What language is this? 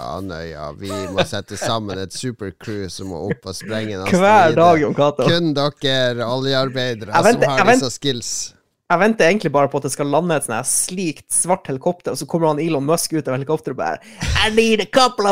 Norwegian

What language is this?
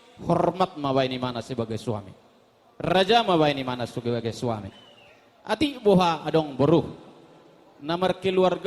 Batak Toba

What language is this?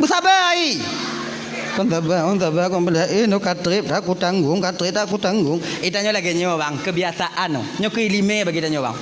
Achinese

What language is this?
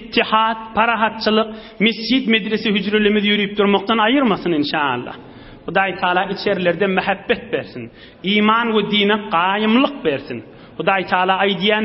Turkmen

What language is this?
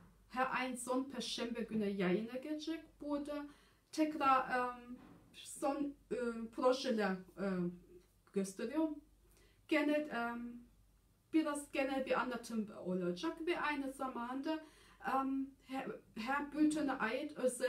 Turkish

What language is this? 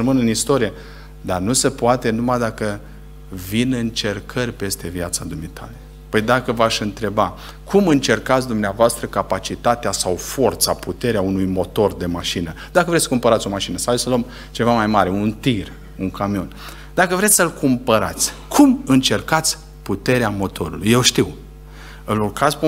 Romanian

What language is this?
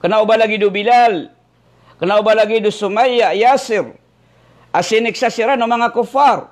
Maranao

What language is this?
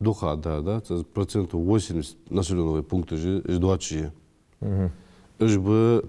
Ingush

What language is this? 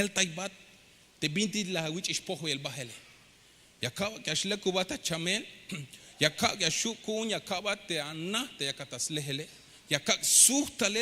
Tzeltal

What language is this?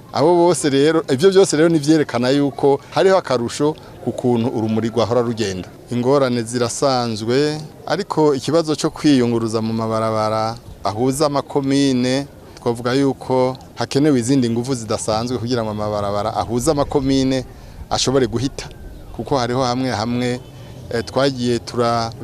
Rundi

